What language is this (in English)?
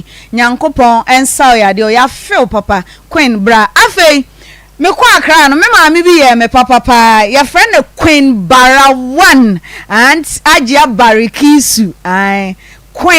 Akan